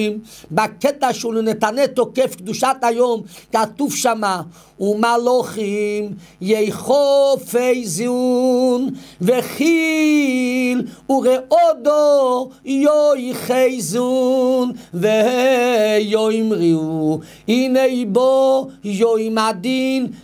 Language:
Hebrew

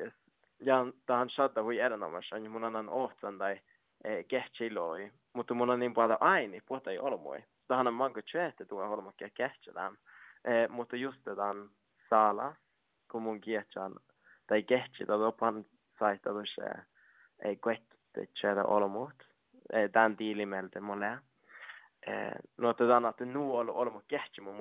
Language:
Finnish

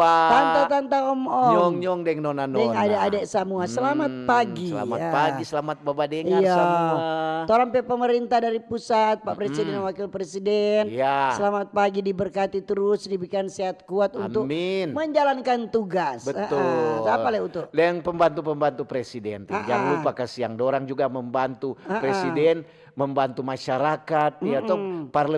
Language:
Manado Malay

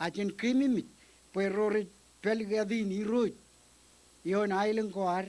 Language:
Marshallese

